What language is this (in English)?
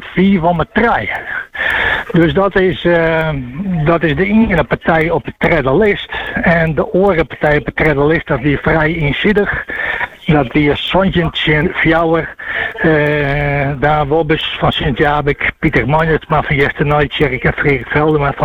Dutch